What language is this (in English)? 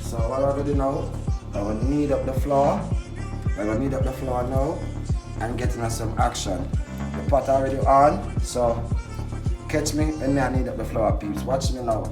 Jamaican Creole English